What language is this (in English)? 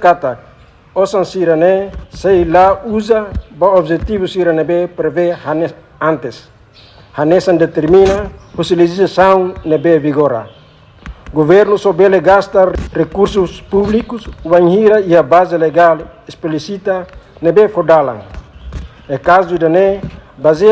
Tetum